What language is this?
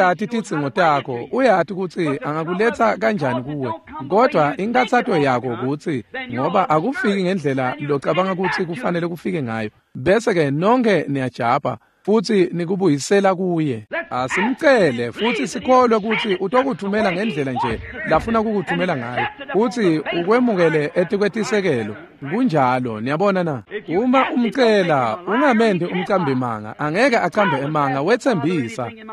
Swati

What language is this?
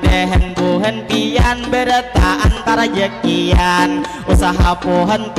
Banjar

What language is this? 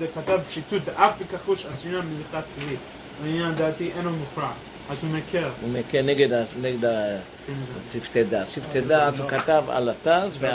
Hebrew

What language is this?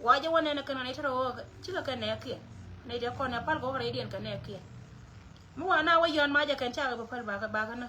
Nuer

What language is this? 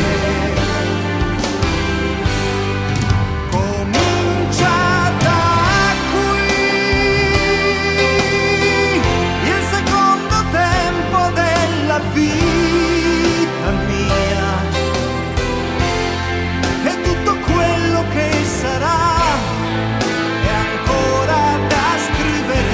Italian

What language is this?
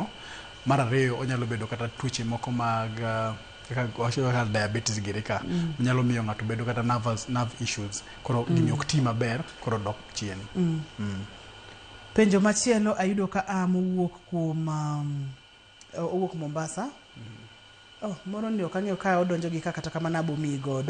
Luo (Kenya and Tanzania)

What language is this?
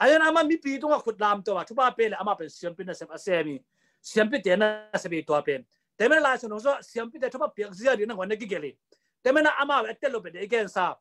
Tedim Chin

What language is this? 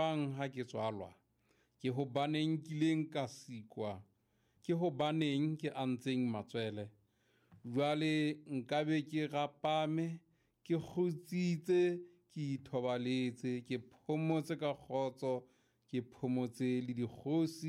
Southern Sotho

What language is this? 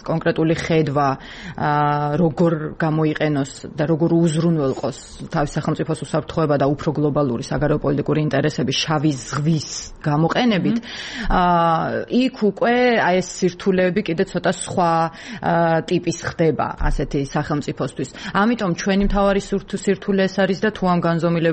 Georgian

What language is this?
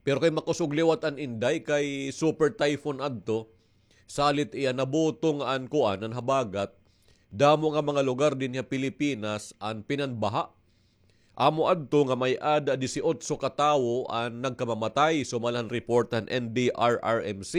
Waray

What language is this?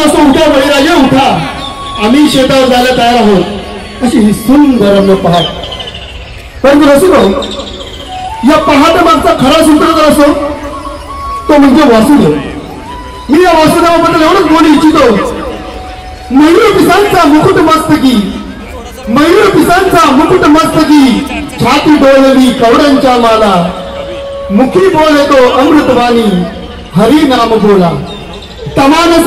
Marathi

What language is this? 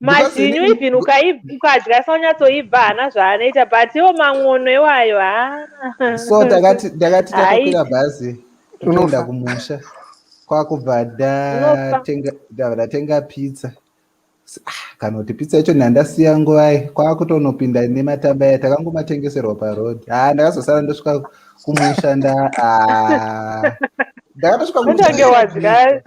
Shona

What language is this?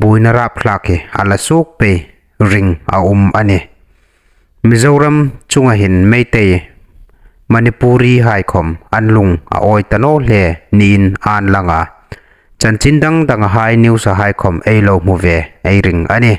Hmar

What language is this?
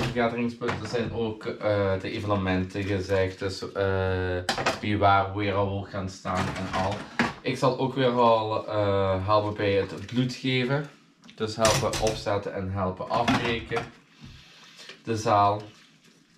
Dutch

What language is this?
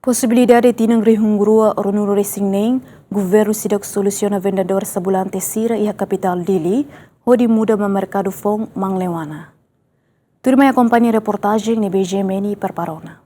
Tetum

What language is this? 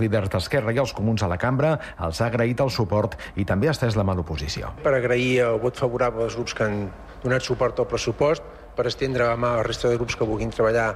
Catalan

